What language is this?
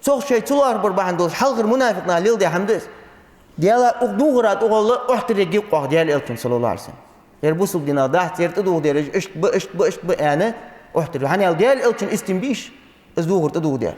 Ingush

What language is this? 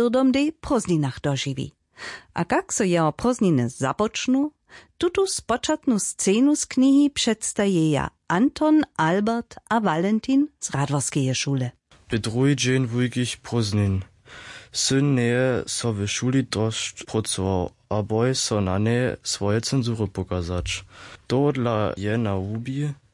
Upper Sorbian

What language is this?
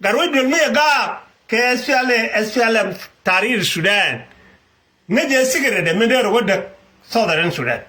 Nuer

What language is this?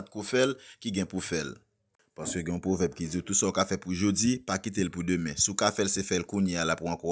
Haitian Creole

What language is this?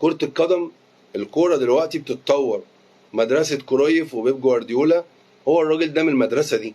Egyptian Arabic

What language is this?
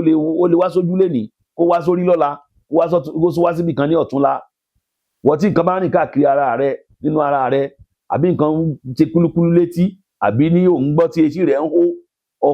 Yoruba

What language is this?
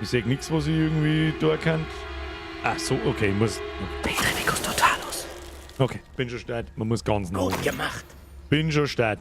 Bavarian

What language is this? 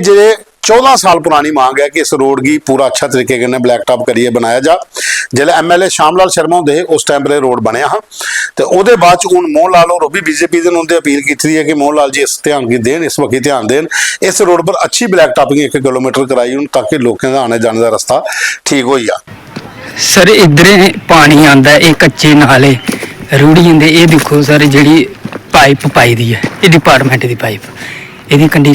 Dogri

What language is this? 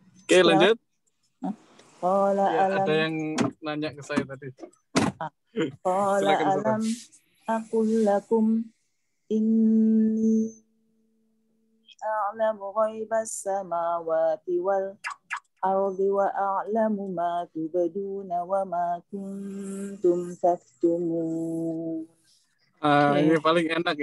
Indonesian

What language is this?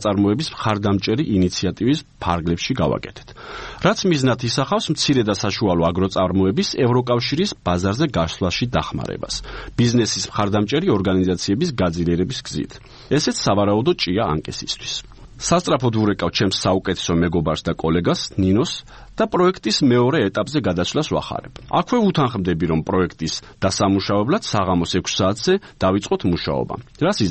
Georgian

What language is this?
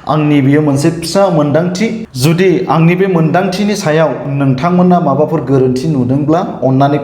Bodo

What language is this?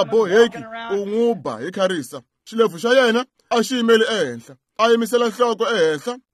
Tsonga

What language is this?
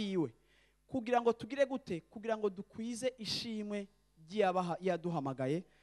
Rundi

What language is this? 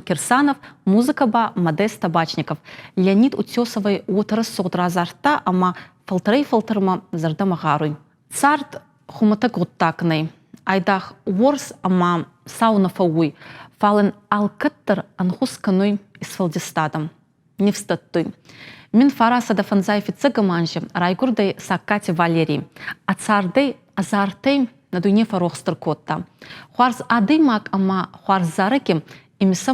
Ossetic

